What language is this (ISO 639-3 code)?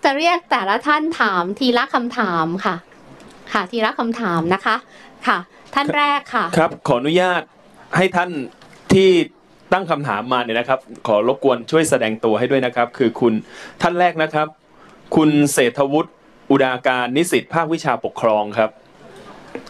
tha